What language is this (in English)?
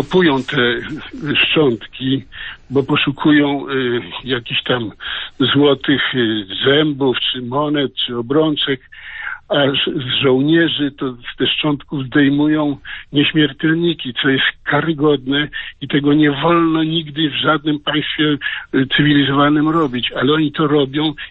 Polish